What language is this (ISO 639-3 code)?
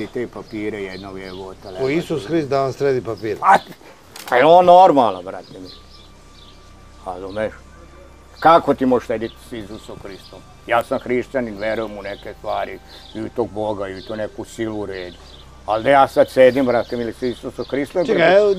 srp